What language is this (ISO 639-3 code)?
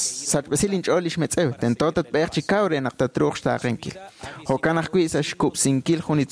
kek